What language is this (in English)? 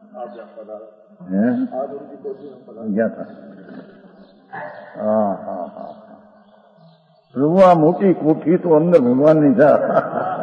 Gujarati